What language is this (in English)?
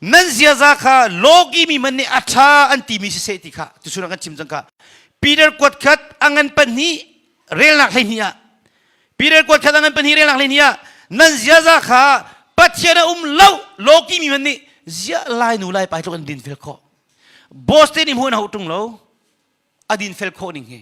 Hakha Chin